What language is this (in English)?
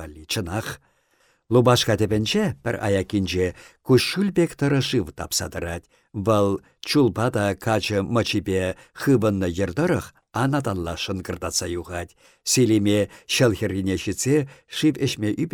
Chuvash